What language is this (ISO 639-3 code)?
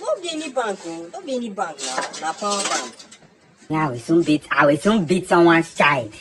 pcm